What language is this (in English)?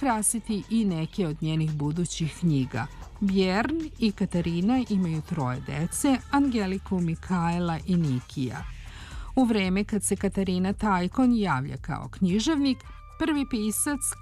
Serbian